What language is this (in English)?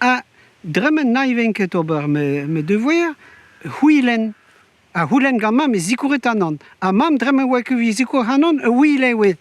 Breton